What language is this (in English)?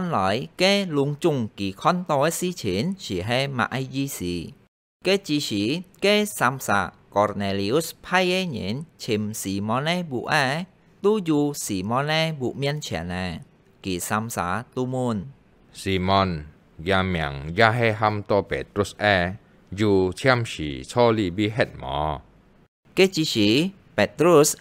Hakka Chinese